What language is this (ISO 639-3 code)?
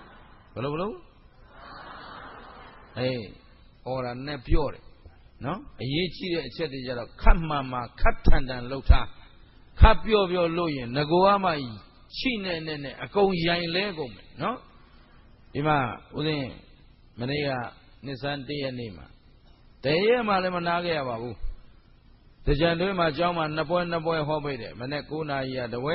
mya